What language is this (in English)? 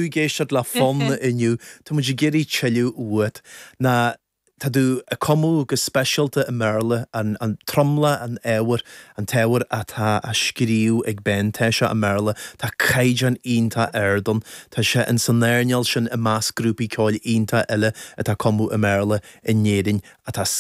Irish